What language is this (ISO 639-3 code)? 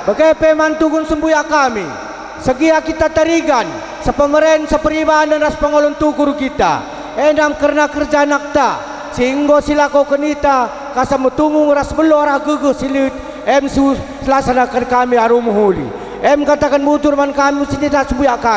btx